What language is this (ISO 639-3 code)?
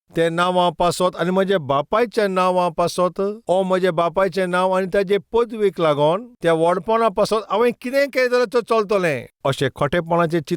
kok